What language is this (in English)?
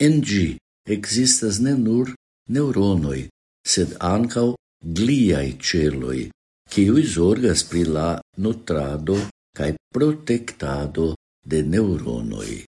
Esperanto